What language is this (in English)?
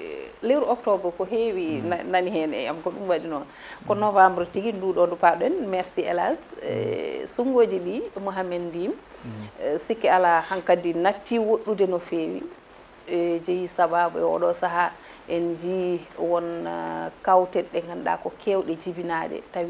Fula